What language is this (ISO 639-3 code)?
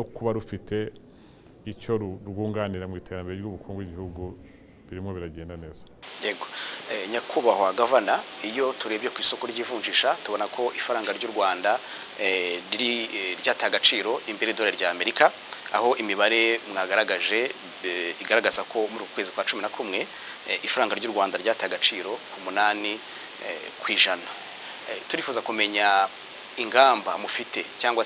kin